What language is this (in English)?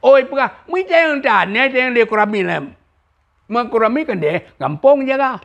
Achinese